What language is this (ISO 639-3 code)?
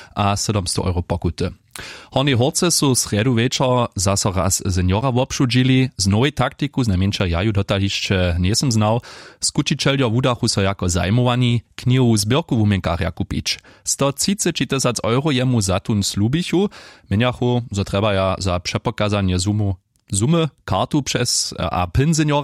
hsb